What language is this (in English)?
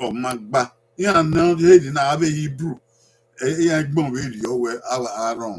Bini